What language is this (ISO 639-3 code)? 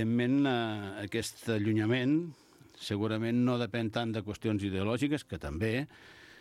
cat